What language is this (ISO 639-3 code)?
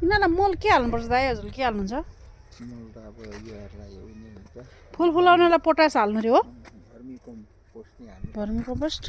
nep